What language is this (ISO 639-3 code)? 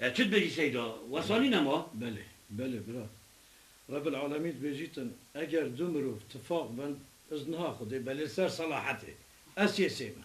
kur